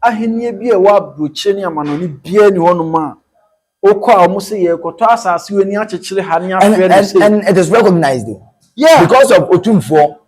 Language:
Akan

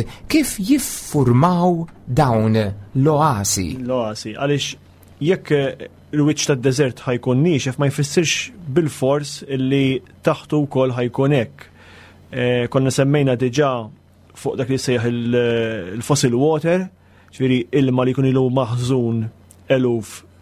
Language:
Maltese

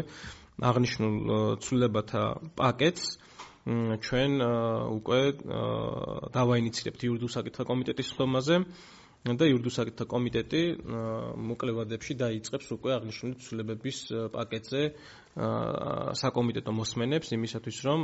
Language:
Georgian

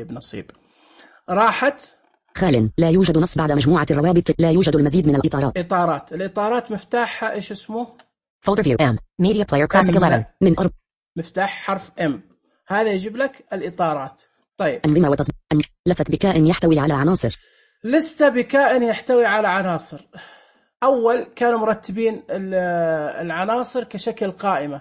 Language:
Najdi Arabic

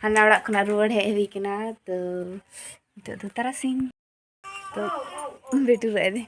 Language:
Santali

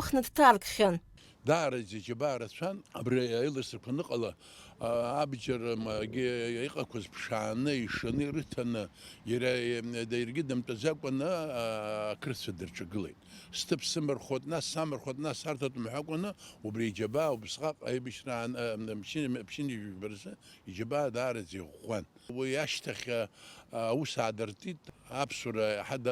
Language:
Abkhazian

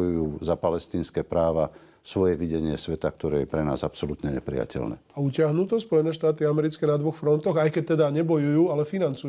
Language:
Slovak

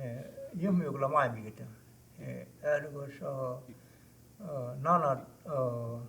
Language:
Choctaw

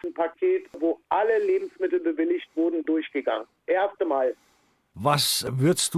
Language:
German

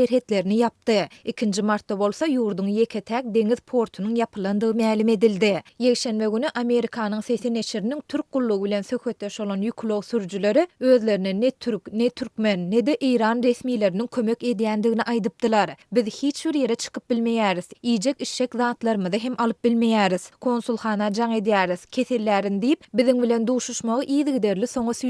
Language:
Turkmen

